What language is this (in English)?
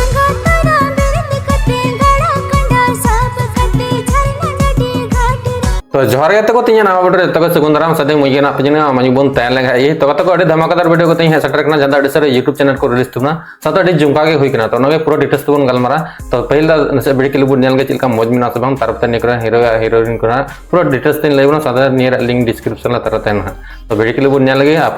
Santali